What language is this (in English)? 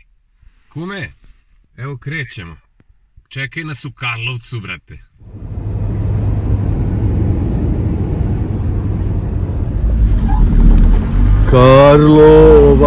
Croatian